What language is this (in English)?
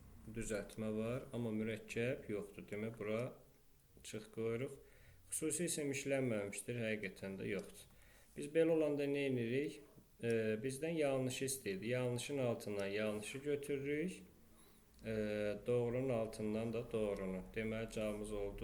Azerbaijani